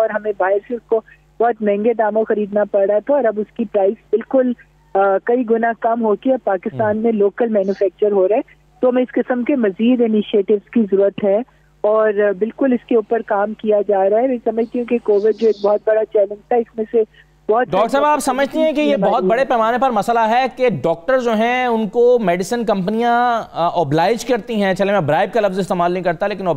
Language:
Urdu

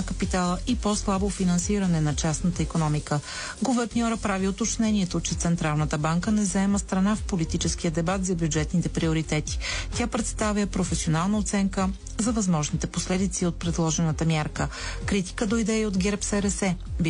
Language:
Bulgarian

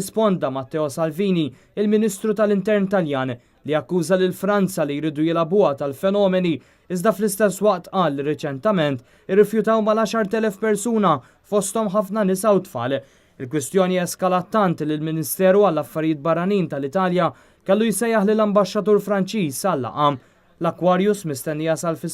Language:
Maltese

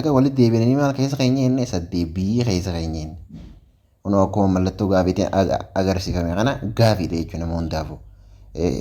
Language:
Oromo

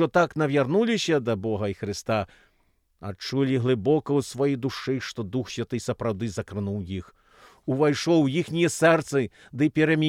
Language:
Belarusian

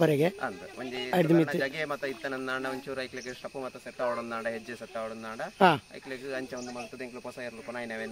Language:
Tulu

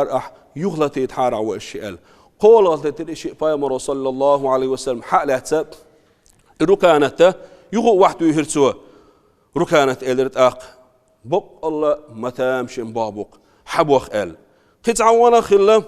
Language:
Chechen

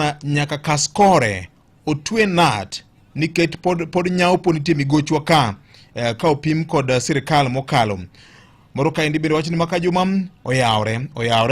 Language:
Luo (Kenya and Tanzania)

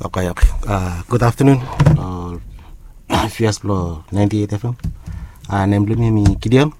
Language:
Bislama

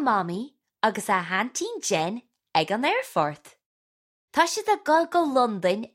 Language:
Irish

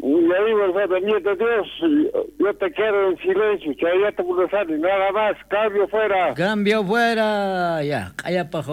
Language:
South Bolivian Quechua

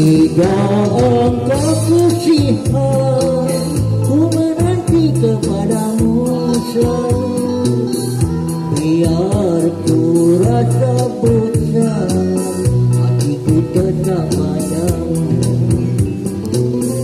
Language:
Malay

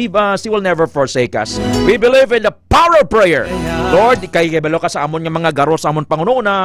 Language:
Hiligaynon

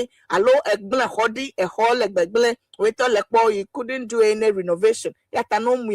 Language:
Ewe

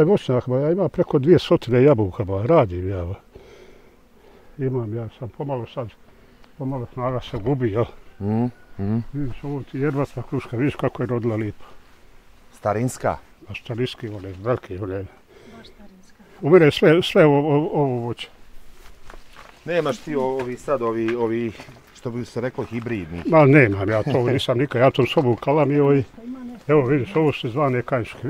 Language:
Bosnian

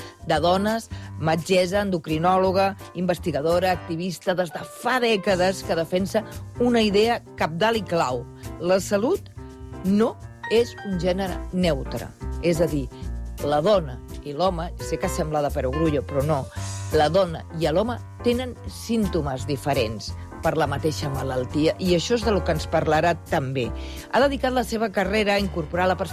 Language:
Catalan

